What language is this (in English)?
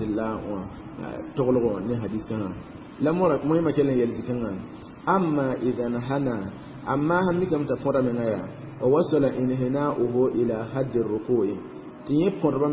Mossi